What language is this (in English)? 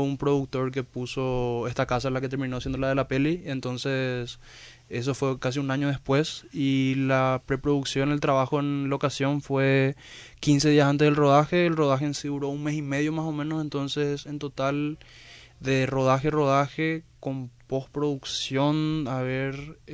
Spanish